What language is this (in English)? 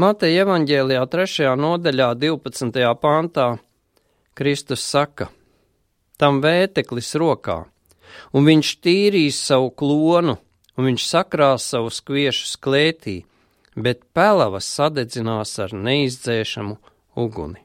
Latvian